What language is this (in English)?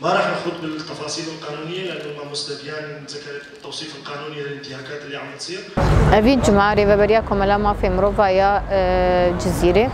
Kurdish